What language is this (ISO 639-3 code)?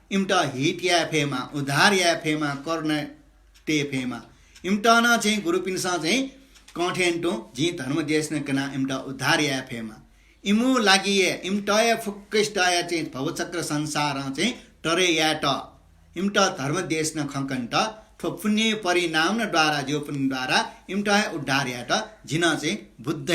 new